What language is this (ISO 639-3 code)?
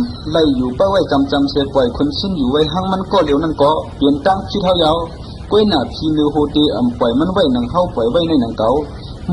shn